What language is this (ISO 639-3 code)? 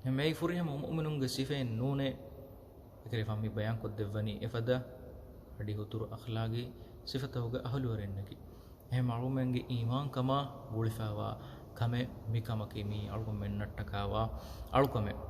div